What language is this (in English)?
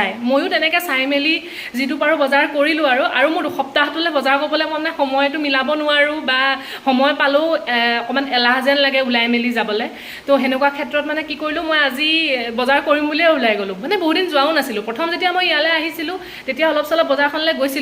Assamese